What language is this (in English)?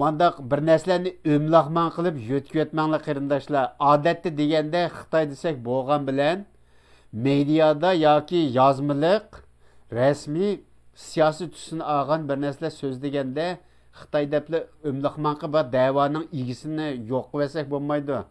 Uyghur